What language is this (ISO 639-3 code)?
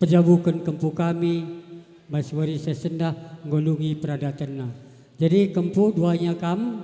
btx